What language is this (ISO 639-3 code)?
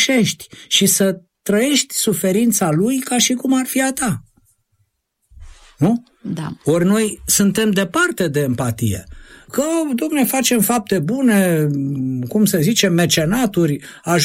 ron